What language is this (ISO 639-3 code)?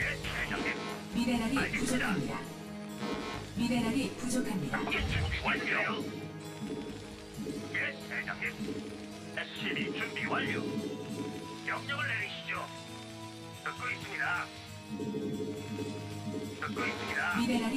kor